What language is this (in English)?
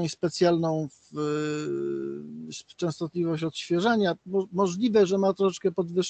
Polish